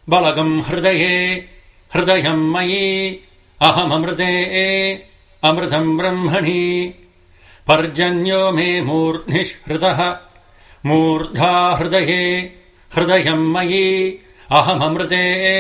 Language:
Sanskrit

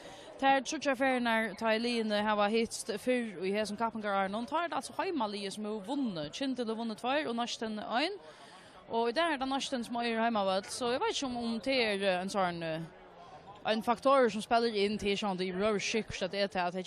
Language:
Faroese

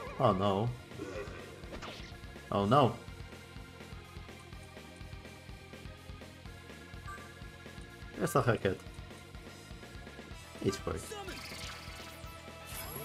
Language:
Polish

